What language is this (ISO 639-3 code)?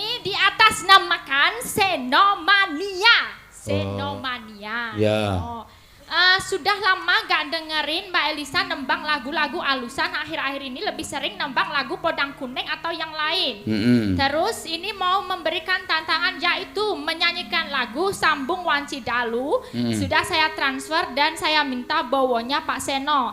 jav